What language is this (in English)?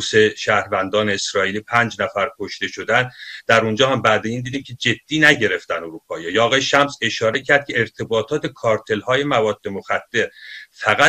Persian